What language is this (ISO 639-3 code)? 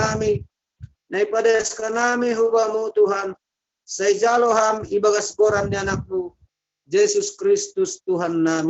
bts